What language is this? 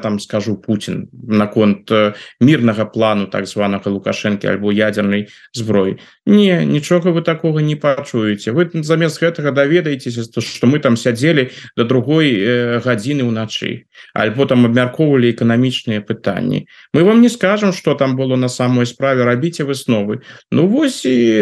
Belarusian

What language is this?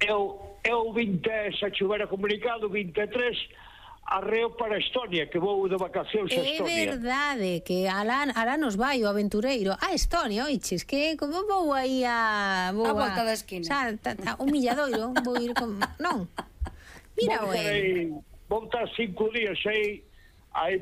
Galician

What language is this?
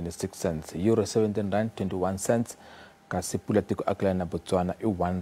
Tsonga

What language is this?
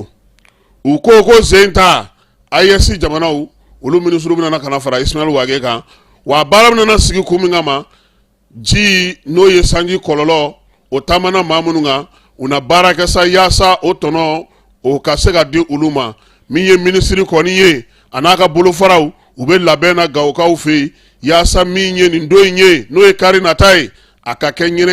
Bambara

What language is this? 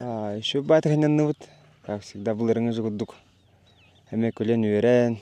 Yakut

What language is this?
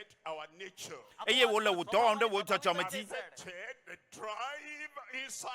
Ewe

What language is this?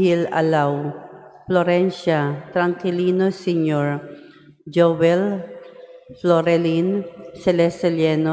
Cebuano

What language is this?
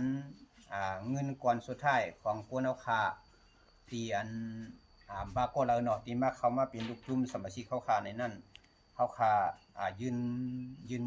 Shan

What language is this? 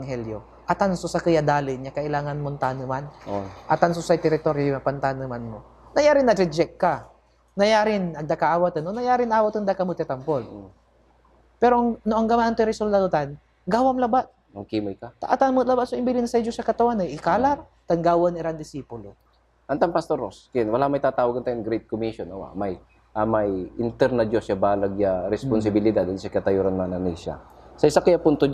Pangasinan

